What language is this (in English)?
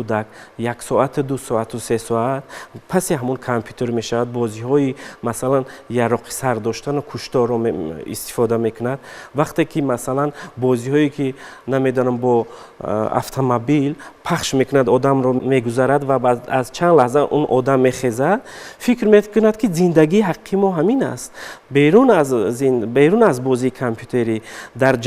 Tajik